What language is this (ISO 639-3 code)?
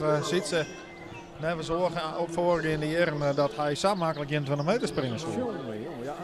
fry